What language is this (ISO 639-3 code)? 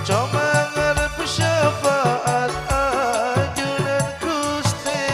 mad